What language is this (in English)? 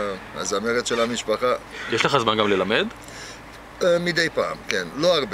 Hebrew